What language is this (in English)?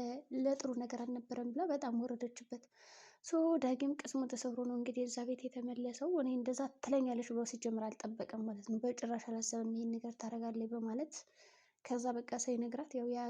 Amharic